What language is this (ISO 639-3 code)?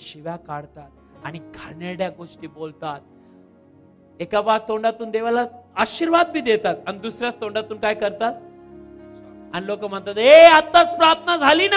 mar